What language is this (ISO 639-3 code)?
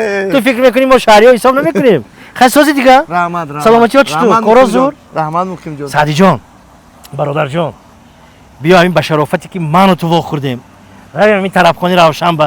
tgk